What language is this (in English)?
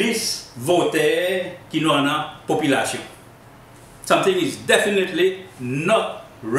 Seselwa Creole French